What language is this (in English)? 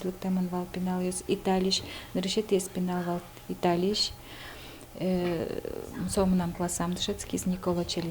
Udmurt